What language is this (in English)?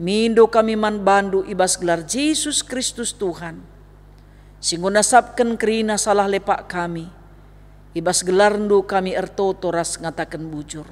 Batak Karo